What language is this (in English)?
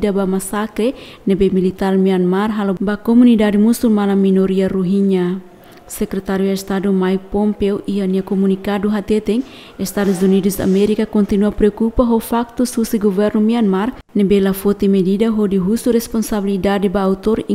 Tetum